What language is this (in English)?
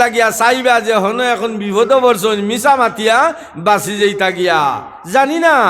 Sylheti